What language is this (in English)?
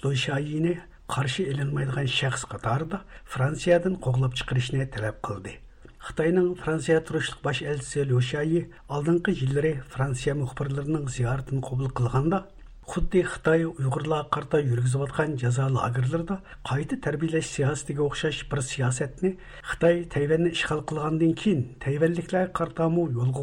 Uyghur